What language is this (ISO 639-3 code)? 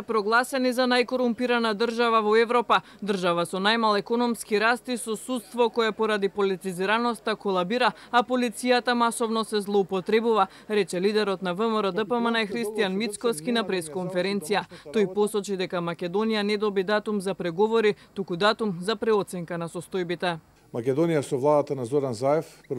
mkd